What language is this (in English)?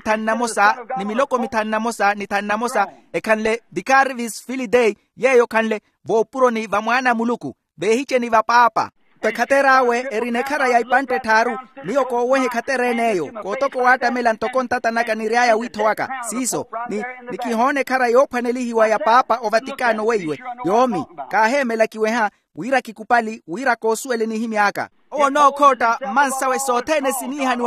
Makhuwa